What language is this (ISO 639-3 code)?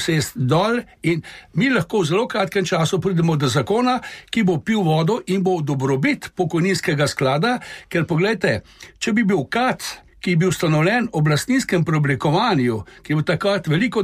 slv